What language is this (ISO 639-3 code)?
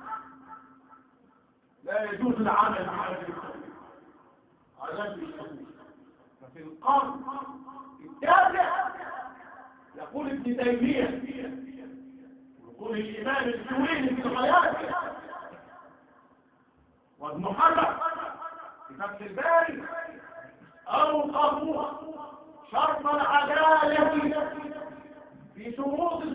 ara